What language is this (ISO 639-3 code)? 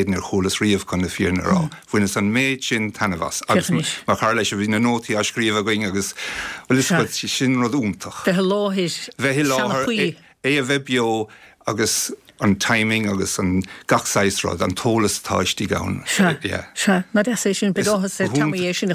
gle